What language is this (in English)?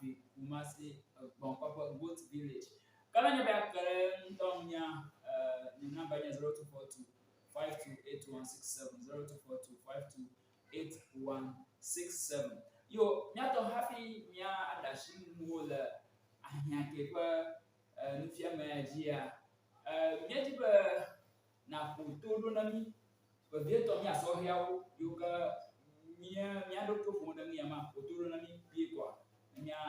Ewe